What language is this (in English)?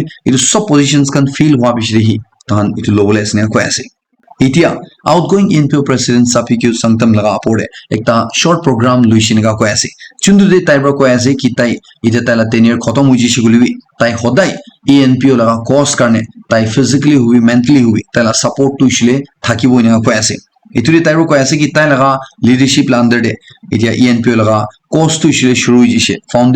Naga Pidgin